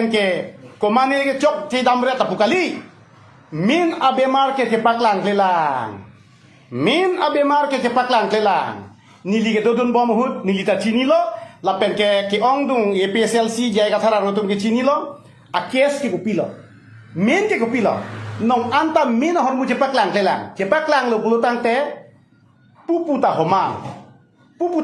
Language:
Karbi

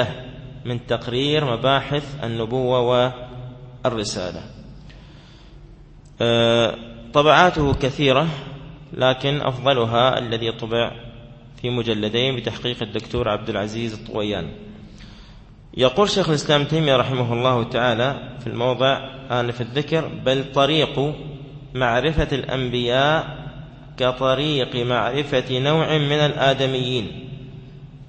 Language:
Arabic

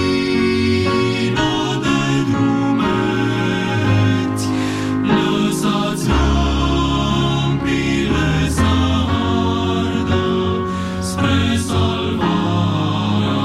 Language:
Romanian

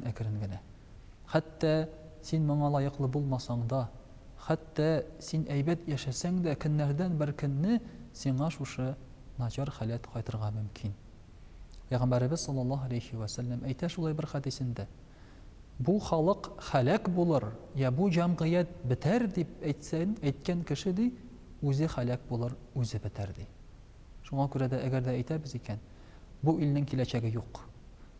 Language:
Tatar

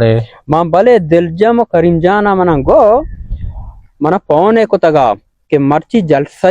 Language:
Baluchi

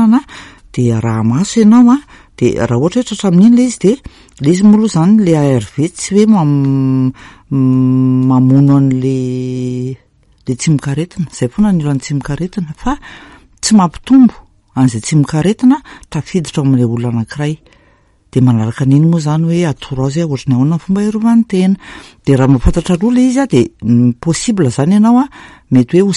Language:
Malagasy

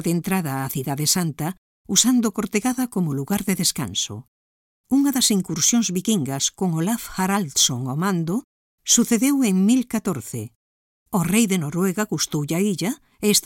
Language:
Galician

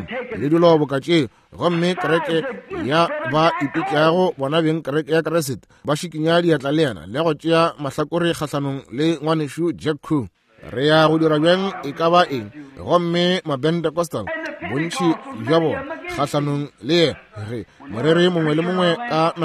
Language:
Northern Sotho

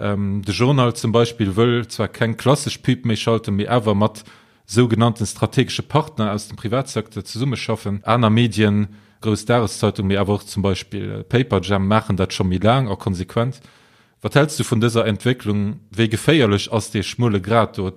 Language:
Luxembourgish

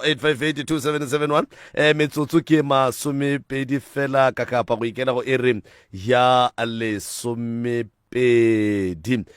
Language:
Northern Sotho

